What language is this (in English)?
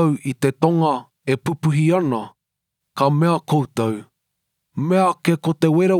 Māori